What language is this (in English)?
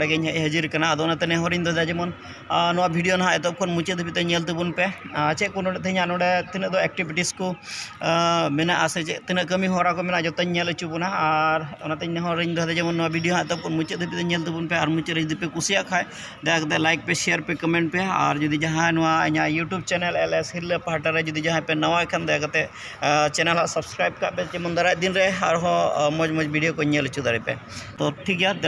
Santali